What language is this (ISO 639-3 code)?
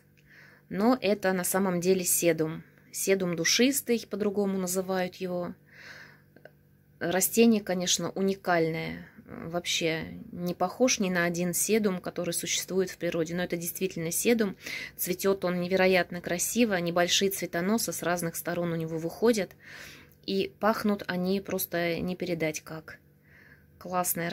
rus